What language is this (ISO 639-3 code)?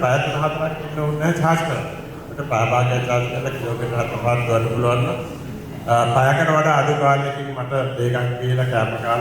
sin